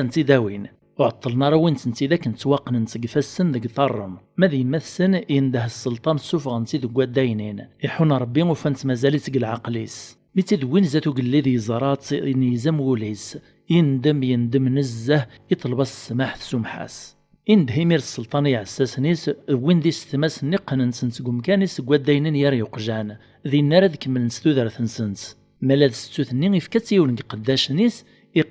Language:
Kabyle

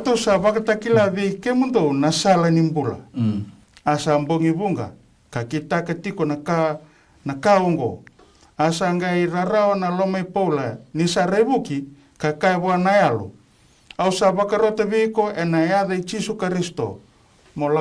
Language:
Fijian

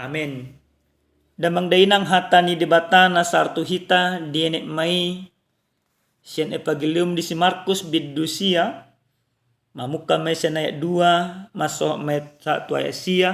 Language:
Batak Toba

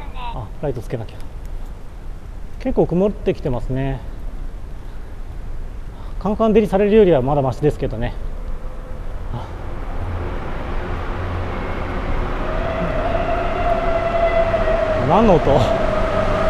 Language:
Japanese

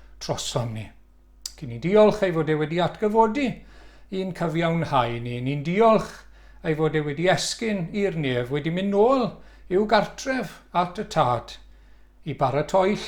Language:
Welsh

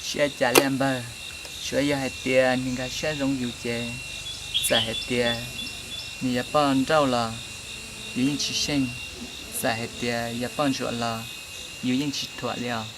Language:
Hmong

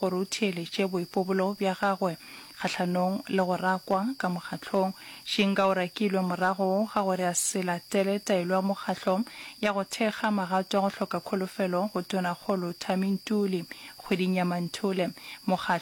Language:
Northern Sotho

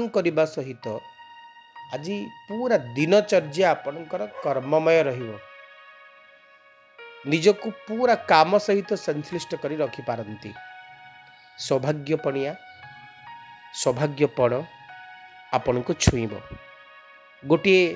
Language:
Odia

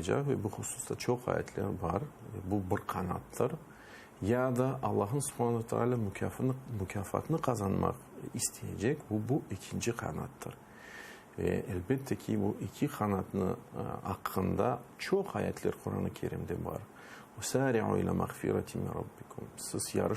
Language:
Crimean Tatar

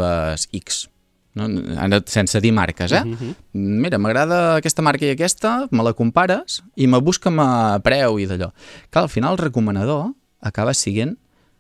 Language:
Catalan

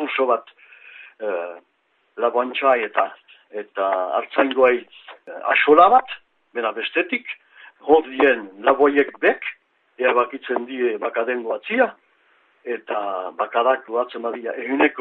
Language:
Basque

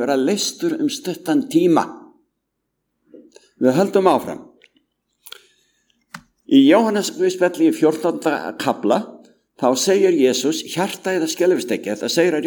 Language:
Icelandic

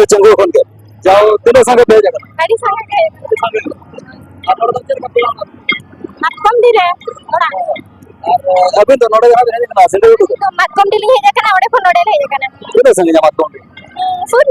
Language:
Santali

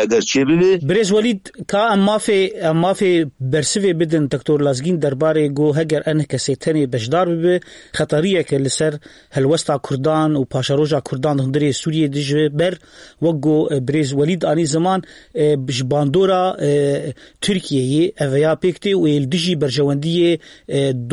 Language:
Kurdish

